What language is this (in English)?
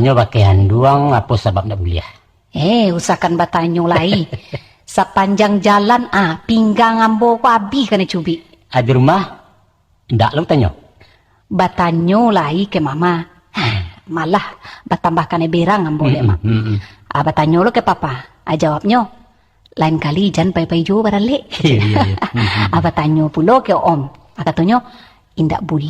Minangkabau